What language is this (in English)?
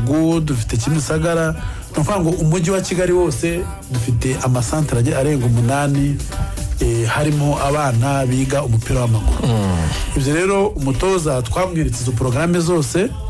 Kinyarwanda